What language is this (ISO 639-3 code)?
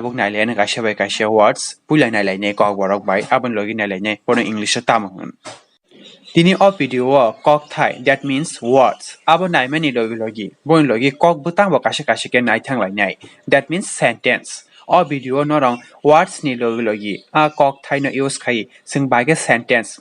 trp